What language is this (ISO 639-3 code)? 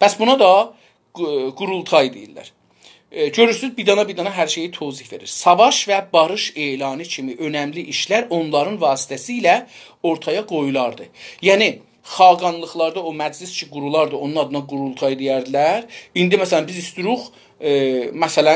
azb